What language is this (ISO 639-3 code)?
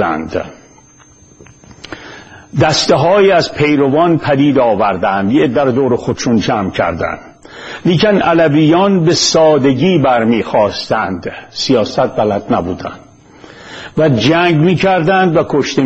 fas